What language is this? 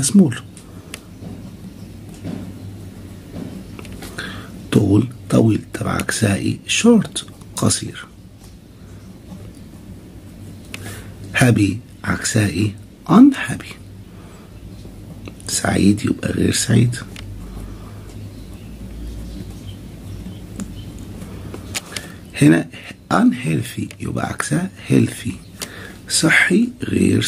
Egyptian Arabic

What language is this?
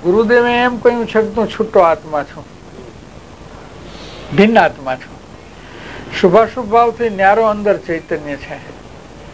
Gujarati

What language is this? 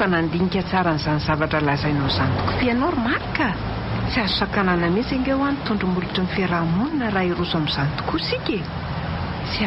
Malagasy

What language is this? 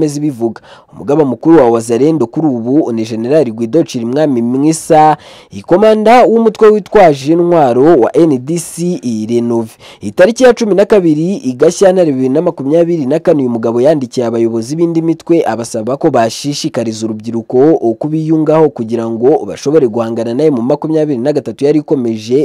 Kinyarwanda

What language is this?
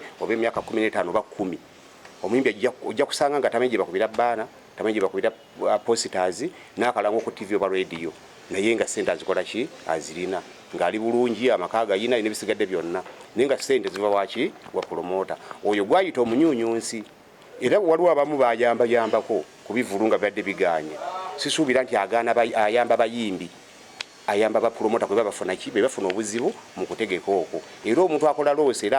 Ganda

